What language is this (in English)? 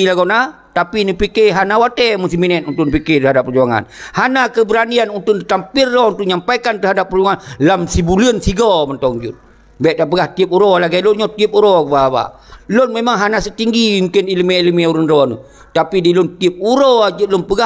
Achinese